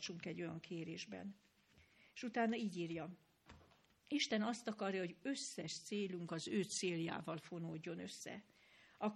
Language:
Hungarian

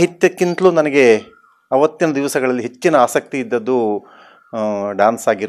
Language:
Kannada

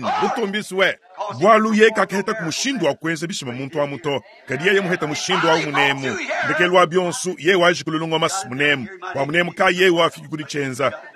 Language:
Luba-Lulua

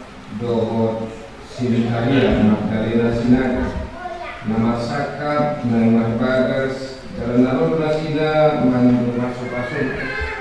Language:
Batak Toba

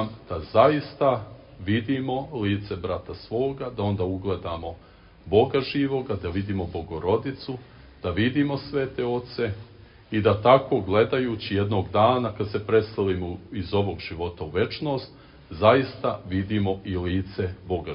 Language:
Serbian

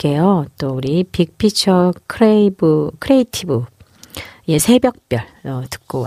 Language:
Korean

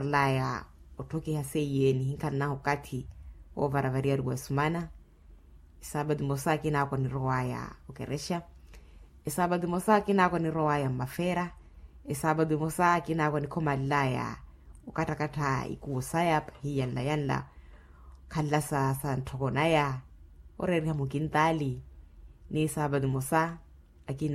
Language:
Makhuwa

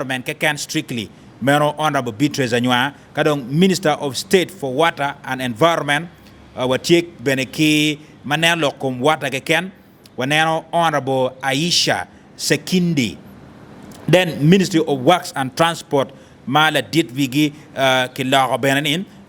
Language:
Acoli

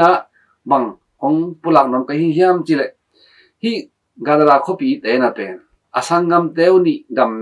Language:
Tedim Chin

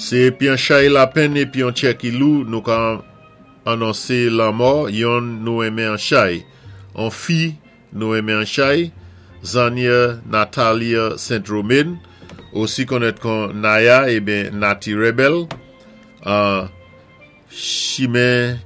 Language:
Saint Lucian Creole French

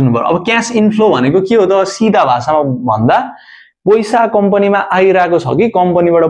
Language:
Nepali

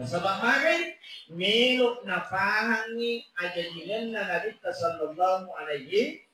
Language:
Buginese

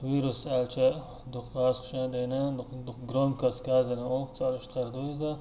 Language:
Chechen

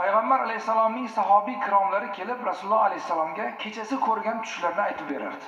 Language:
Uzbek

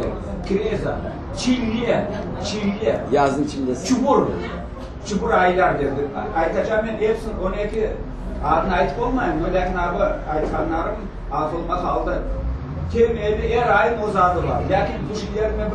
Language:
Crimean Tatar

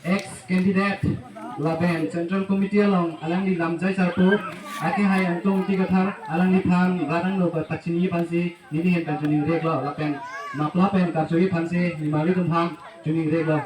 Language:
Karbi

